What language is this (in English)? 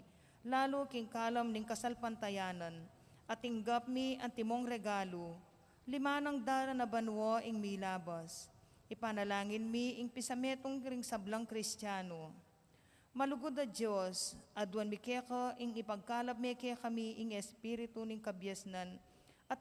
Pampanga